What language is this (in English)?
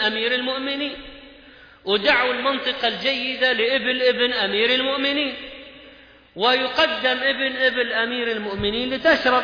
Arabic